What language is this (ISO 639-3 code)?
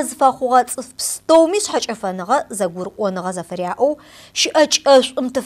ady